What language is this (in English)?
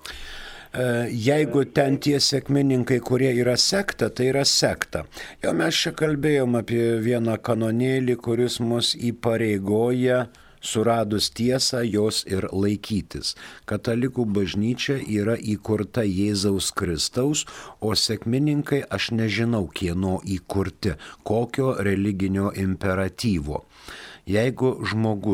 Lithuanian